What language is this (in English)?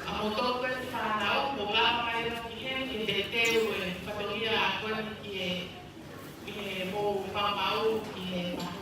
Tongan